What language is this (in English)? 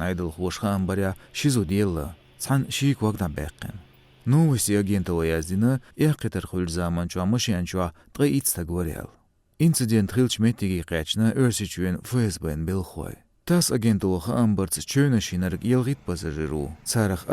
Chechen